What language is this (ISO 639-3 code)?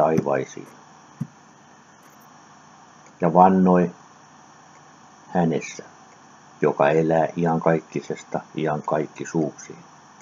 fin